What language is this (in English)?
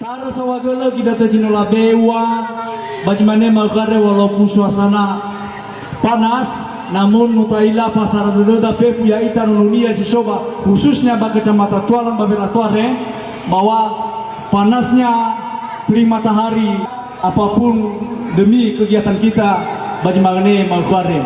Nias